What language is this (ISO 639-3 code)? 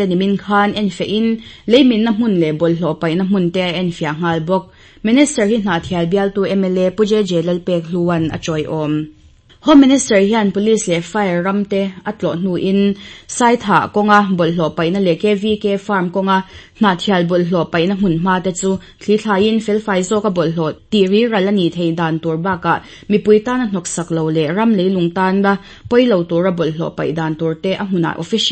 lus